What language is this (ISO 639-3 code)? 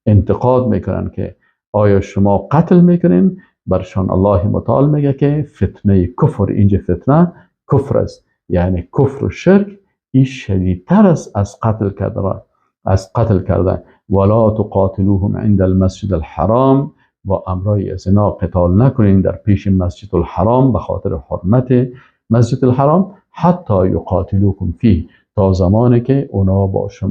fas